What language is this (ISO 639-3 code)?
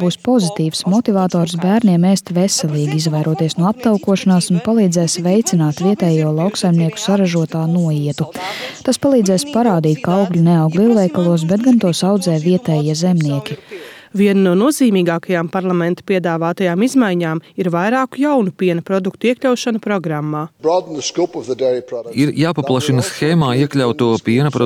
lav